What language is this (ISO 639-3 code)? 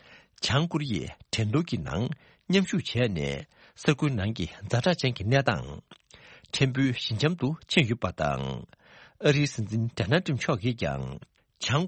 bod